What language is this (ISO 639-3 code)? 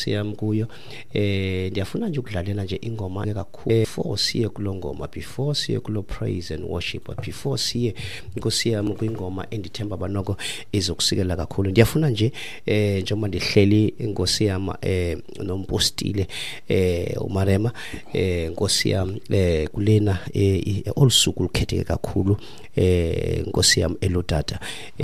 xho